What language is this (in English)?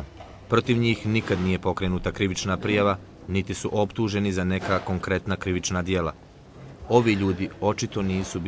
Bosnian